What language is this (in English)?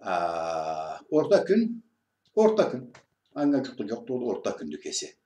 Karachay-Balkar